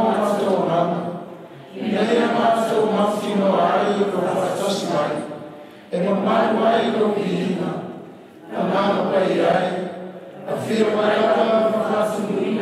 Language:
Samoan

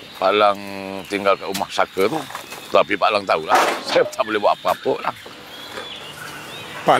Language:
Malay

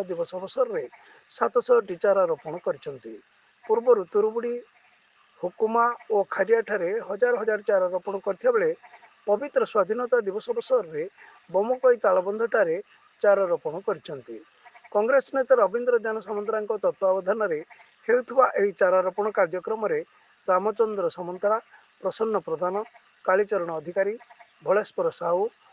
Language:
Odia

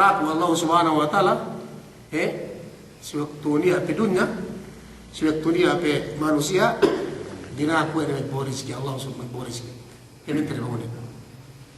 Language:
Yakan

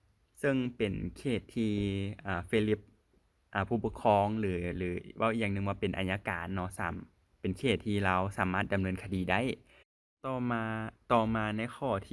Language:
Lao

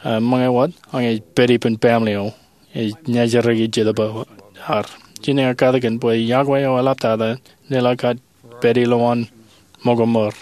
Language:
Marshallese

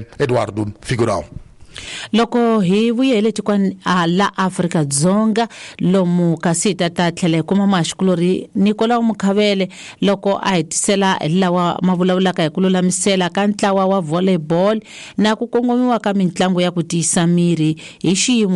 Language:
Tsonga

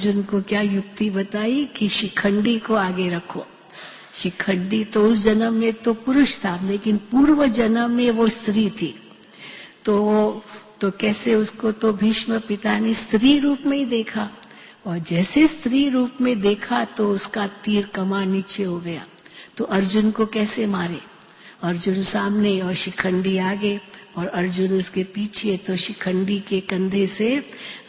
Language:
Hindi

